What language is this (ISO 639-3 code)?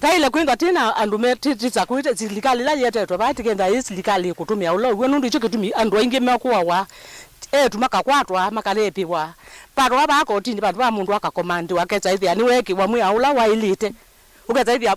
kam